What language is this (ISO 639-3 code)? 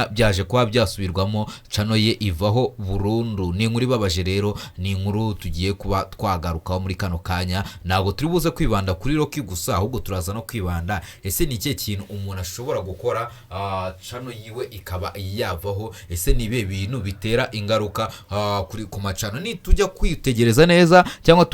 kin